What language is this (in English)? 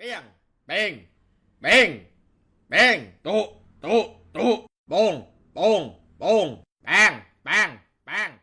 Lao